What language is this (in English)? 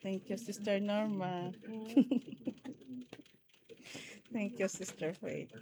Hiligaynon